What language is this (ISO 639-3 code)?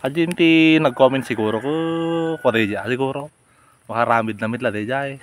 ilo